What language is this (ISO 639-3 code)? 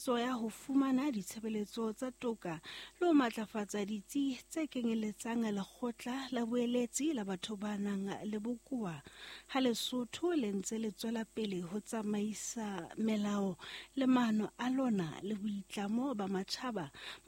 sot